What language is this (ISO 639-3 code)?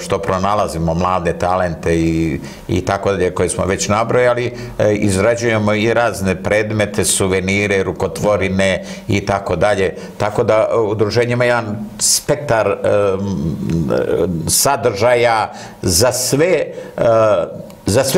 srp